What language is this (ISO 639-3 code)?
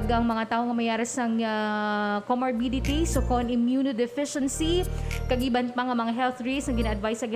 hil